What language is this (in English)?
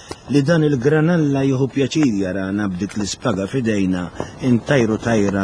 Maltese